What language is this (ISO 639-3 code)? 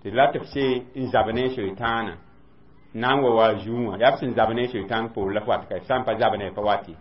mos